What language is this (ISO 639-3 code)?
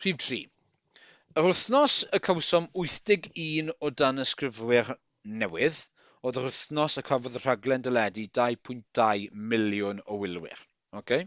cym